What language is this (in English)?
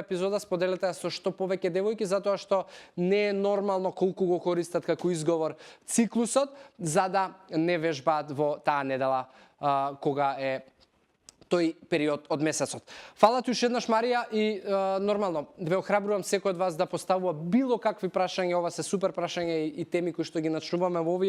Macedonian